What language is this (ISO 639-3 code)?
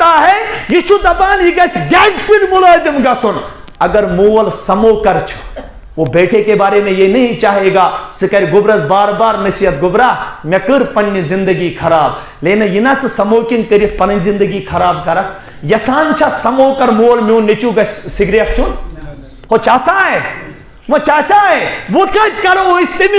kas